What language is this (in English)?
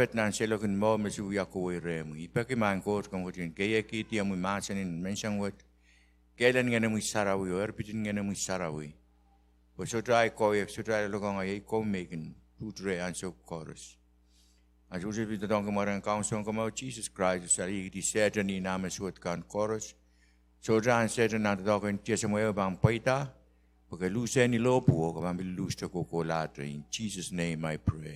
Pohnpeian